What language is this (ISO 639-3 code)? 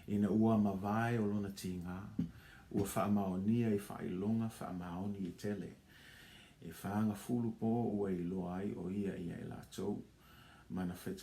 smo